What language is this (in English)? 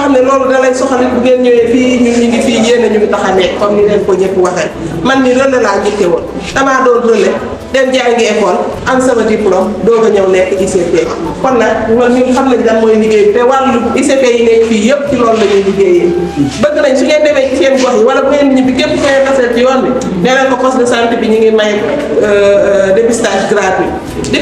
Wolof